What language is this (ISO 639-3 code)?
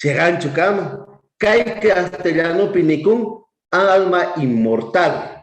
quh